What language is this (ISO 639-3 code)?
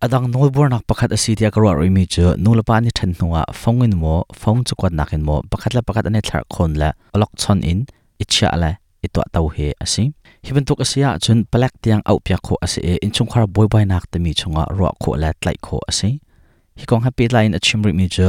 cnh